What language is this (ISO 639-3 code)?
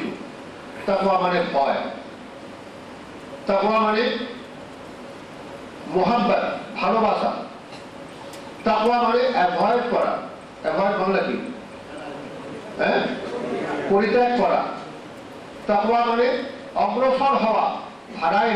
ben